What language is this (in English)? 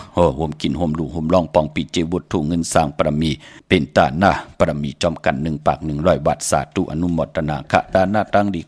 Shan